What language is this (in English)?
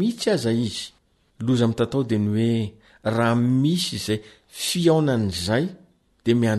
Malagasy